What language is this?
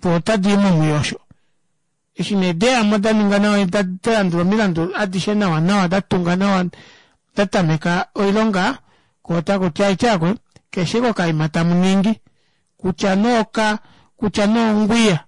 Kuanyama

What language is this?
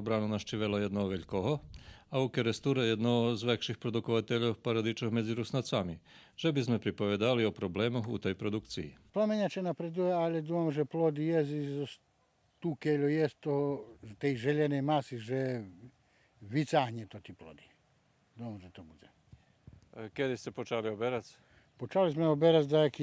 Rusyn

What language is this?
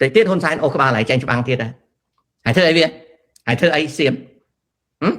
Khmer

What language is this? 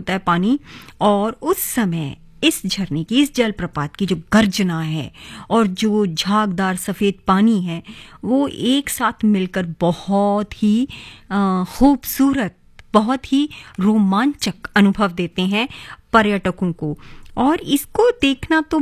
Hindi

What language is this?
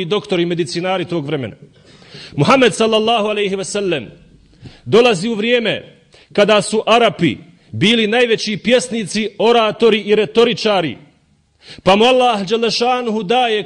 Bosnian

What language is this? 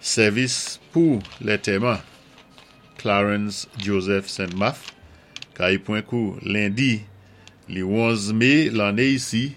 Saint Lucian Creole French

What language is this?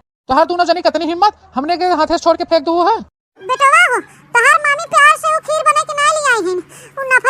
Awadhi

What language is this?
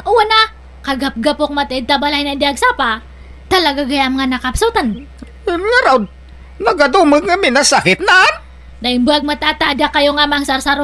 Iloko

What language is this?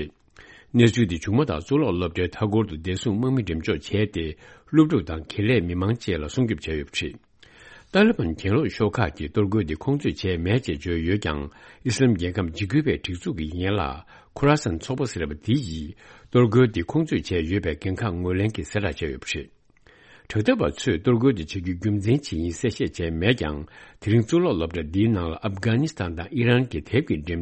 Tibetan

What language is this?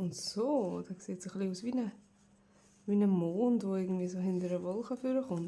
Swiss German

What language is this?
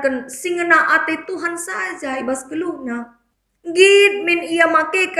Batak Karo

